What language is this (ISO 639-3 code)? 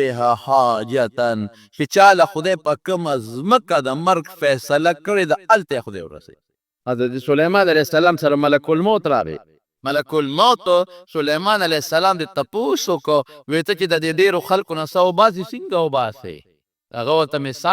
pus